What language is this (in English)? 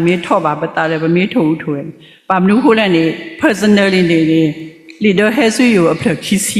S'gaw Karen